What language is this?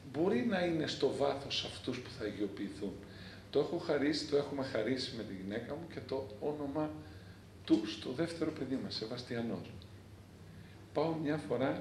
Greek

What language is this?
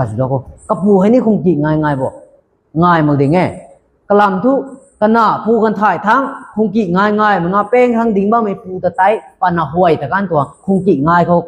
Rongmei Naga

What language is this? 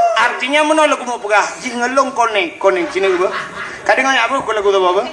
Achinese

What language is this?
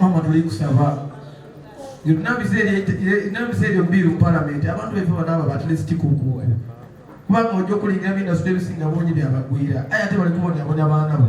Soga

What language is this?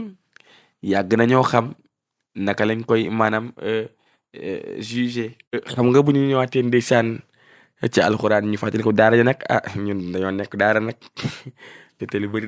Wolof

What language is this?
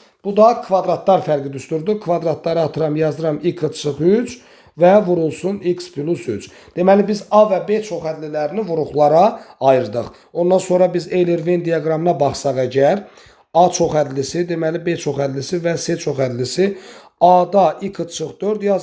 Azerbaijani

